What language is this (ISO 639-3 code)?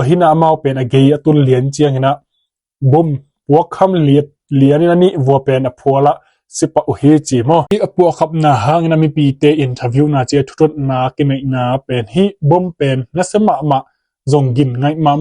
ctd